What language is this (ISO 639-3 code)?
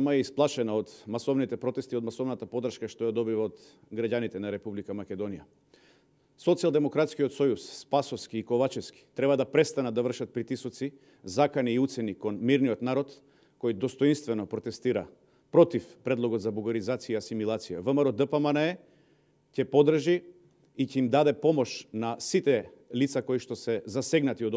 mkd